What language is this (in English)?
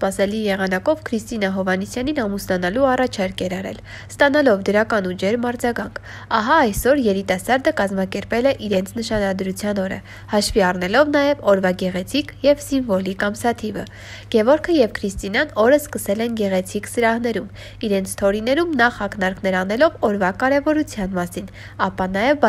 Armenian